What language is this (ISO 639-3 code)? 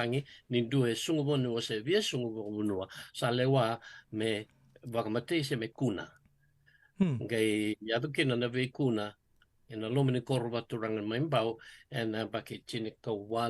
fij